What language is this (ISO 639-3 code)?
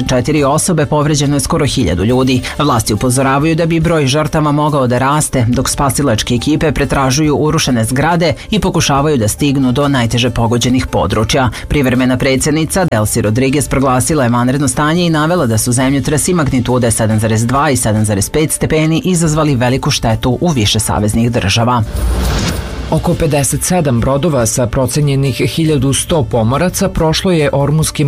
srp